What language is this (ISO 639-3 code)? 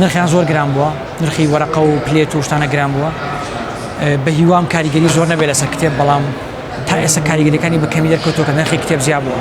ckb